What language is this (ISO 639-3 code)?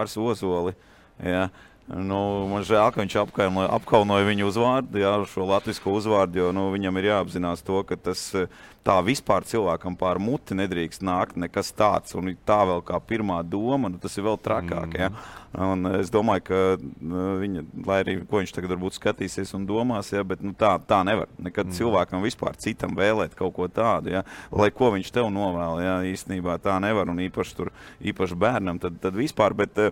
lav